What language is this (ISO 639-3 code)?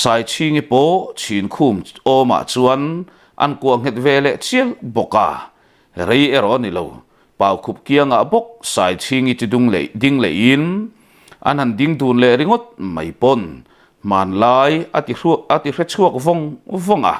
lus